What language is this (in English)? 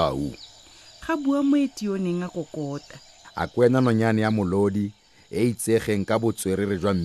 Tswana